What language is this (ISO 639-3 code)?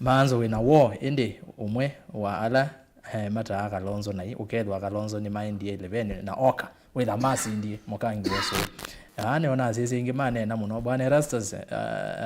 kam